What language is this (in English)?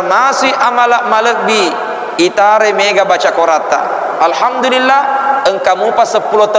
Buginese